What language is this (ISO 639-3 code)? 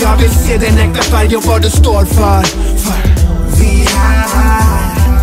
swe